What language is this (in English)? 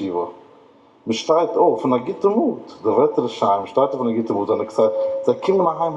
Yiddish